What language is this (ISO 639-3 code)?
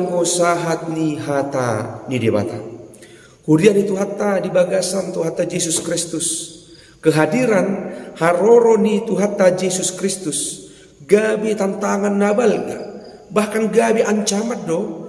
bbc